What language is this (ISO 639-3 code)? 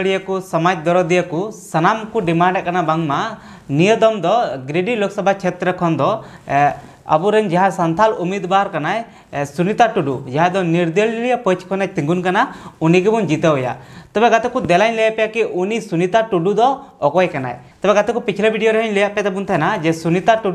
sat